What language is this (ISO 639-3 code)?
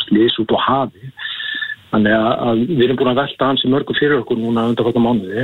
isl